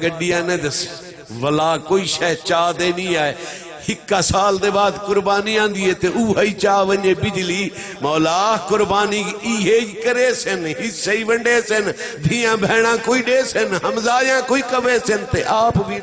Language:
Saraiki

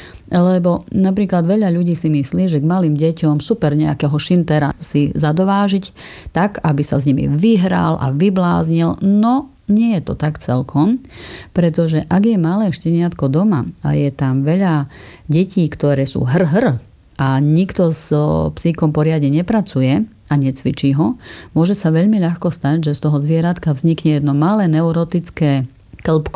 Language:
Slovak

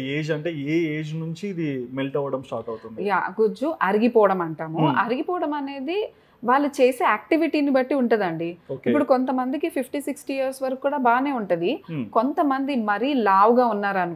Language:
Telugu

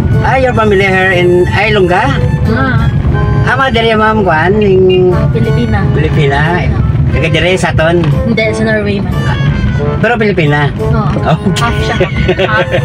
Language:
Hiligaynon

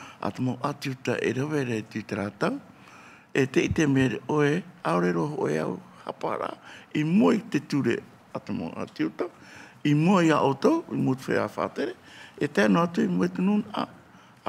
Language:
Tahitian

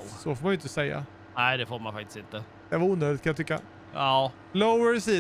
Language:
Swedish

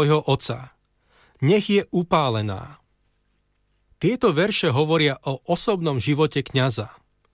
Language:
Slovak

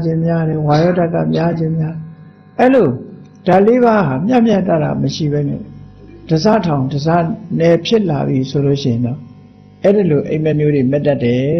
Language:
Burmese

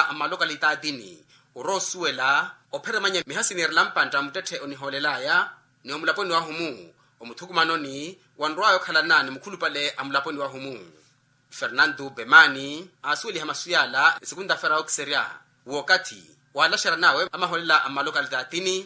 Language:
Makhuwa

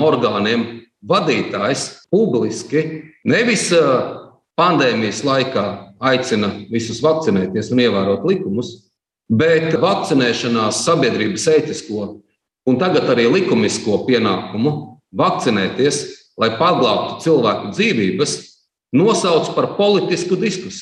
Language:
Latvian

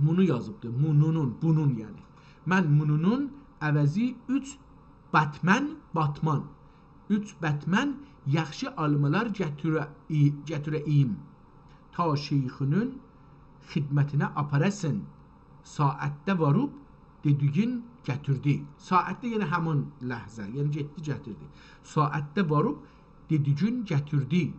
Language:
South Azerbaijani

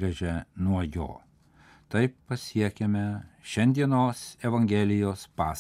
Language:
Lithuanian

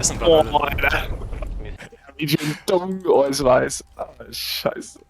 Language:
Bavarian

